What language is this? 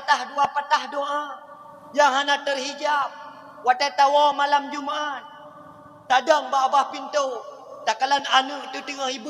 Achinese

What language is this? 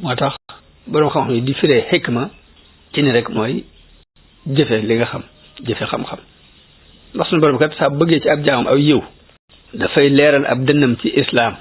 Wolof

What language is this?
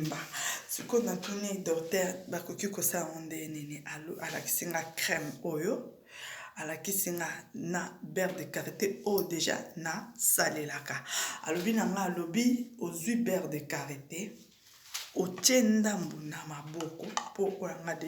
Lingala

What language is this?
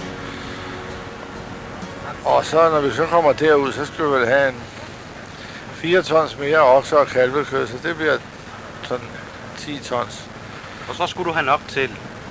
Danish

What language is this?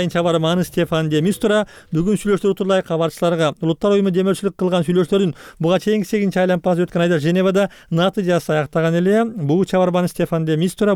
Kyrgyz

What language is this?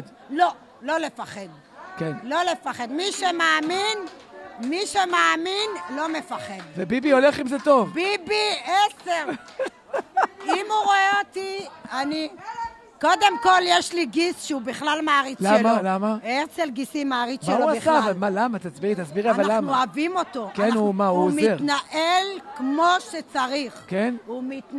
Hebrew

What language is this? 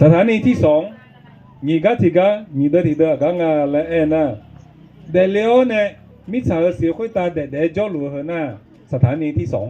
Akha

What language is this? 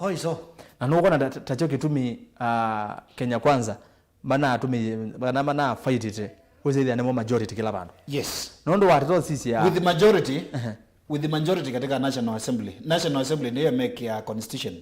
Kamba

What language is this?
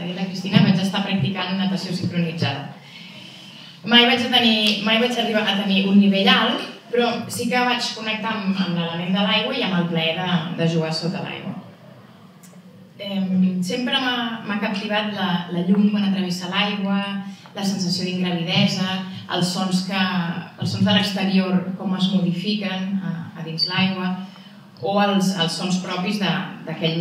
Catalan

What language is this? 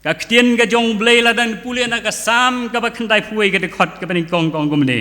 Khasi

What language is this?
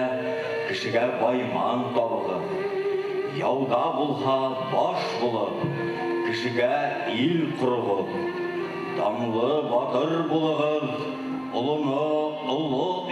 Bashkir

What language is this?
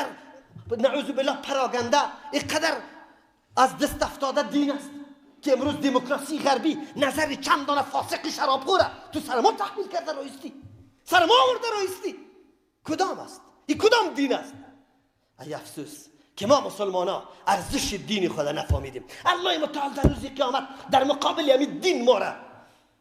Persian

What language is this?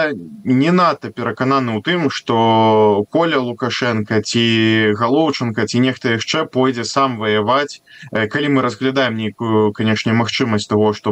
Belarusian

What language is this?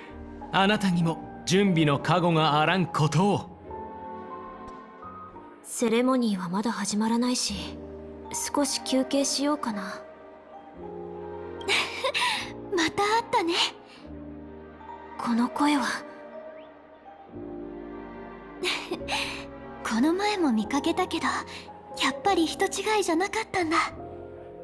Japanese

